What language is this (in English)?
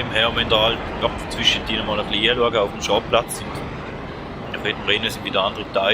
Swiss German